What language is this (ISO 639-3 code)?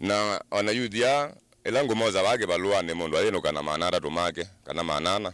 kam